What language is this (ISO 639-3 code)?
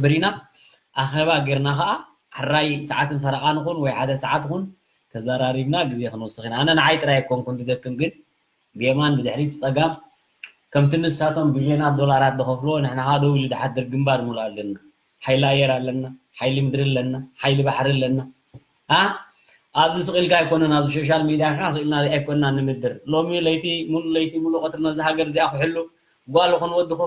tir